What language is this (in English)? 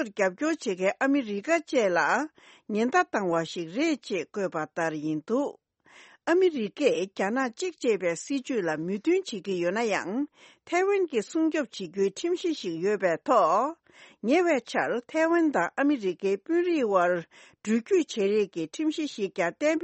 Tibetan